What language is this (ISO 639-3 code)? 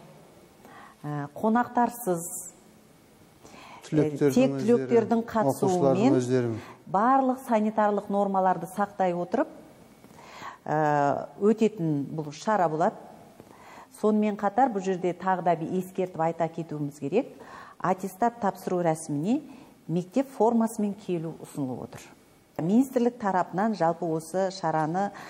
kaz